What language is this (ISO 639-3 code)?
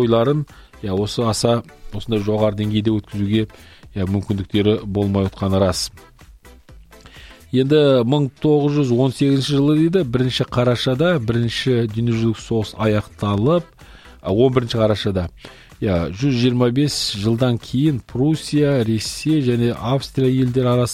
kaz